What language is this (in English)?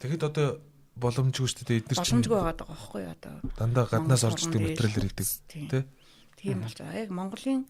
Mongolian